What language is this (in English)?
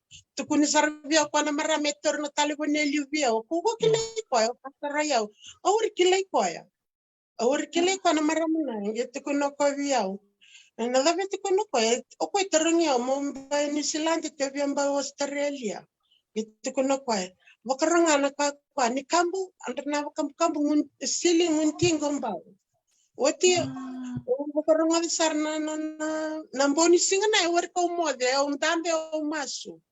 Fijian